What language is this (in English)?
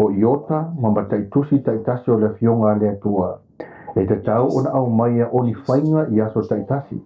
Samoan